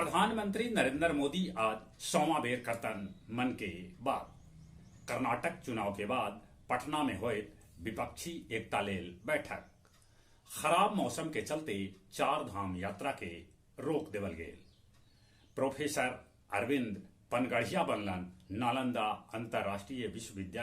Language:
Magahi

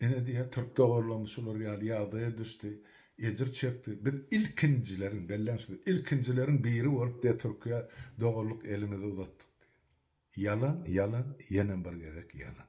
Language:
Turkmen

